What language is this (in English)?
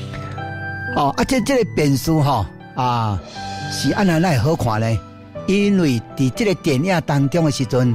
Min Nan Chinese